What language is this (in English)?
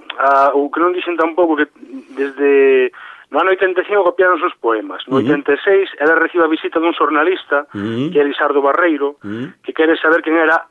Galician